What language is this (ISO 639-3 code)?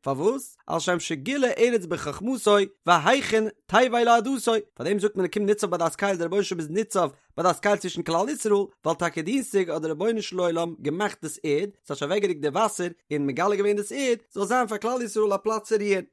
yid